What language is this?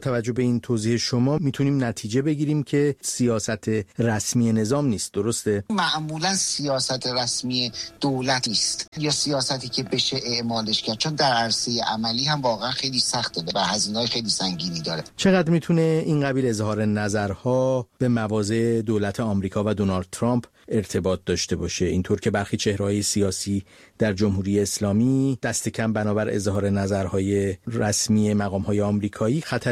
Persian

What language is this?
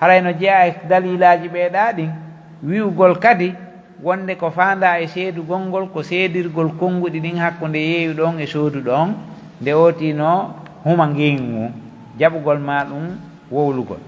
Pular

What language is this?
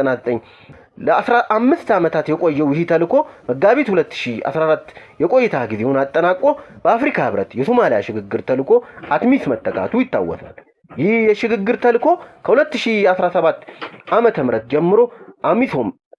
Amharic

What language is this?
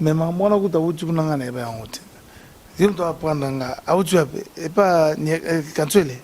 Lingala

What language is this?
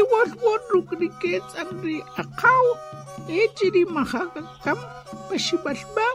Achi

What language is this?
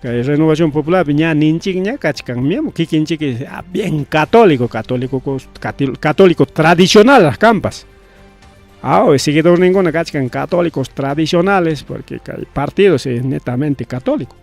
Ayacucho Quechua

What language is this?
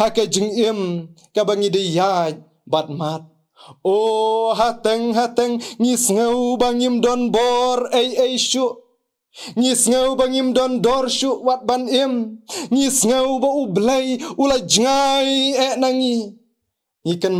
Khasi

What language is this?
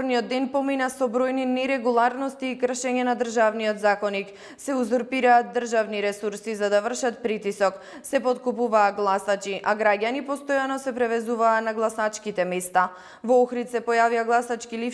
Macedonian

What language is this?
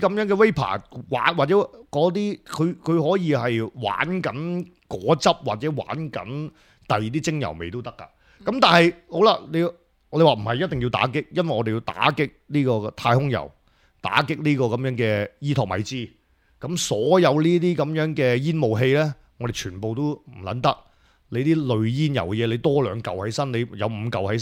Cantonese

